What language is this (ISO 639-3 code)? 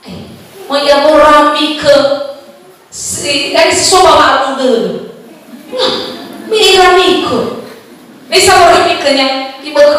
nia